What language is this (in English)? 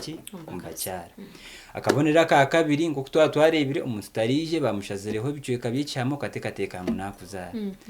Nyankole